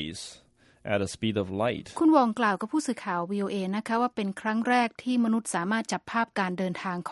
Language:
Thai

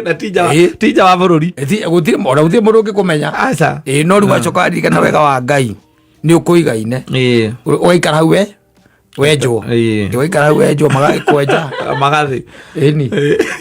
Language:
Kikuyu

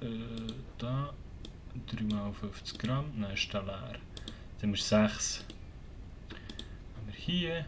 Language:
Swiss German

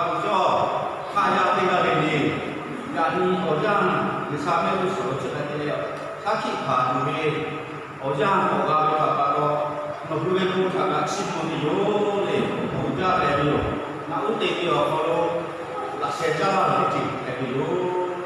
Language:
Lahu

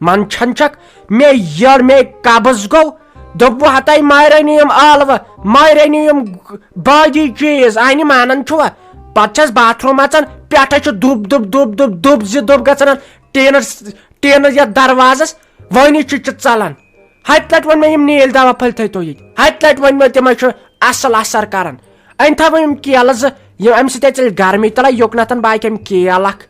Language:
Kashmiri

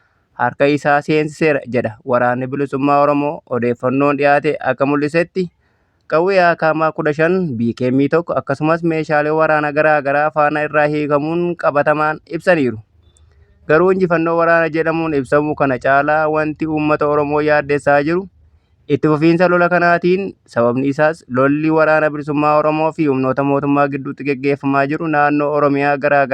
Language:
Oromo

